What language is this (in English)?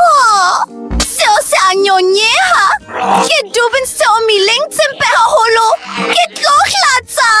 Southern Sotho